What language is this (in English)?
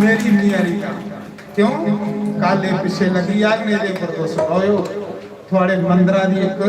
Dogri